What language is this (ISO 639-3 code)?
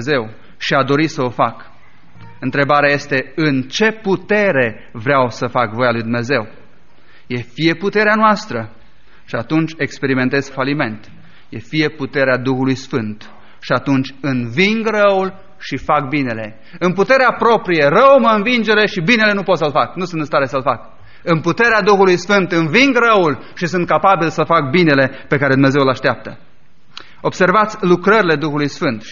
ron